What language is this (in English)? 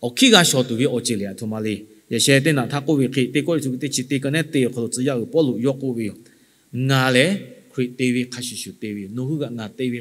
Lahu